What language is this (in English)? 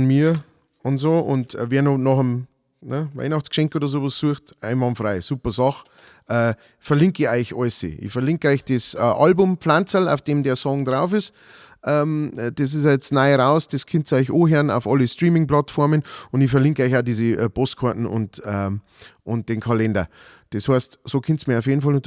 Bavarian